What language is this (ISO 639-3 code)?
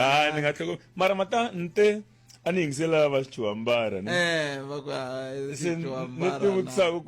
tso